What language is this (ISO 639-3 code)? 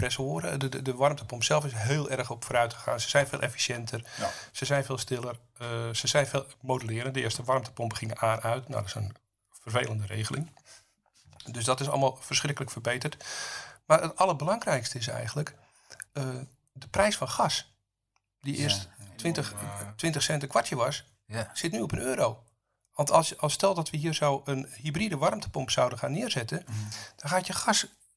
nld